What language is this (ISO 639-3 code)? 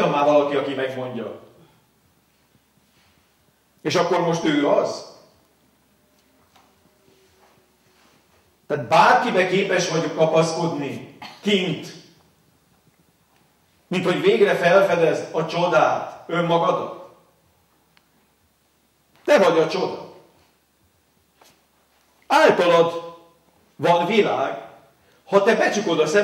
hun